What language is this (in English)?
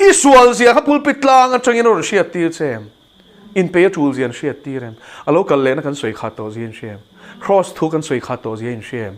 Mizo